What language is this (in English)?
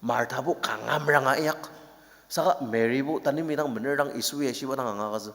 Ao Naga